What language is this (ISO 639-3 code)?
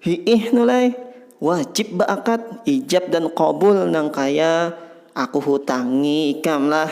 bjn